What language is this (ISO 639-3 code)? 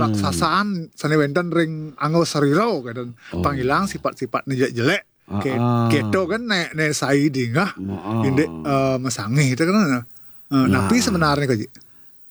ban